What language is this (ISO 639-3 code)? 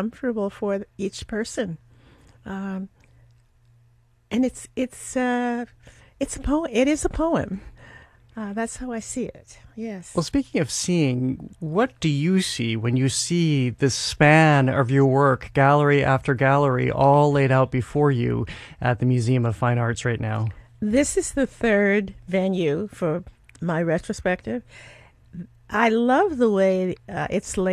eng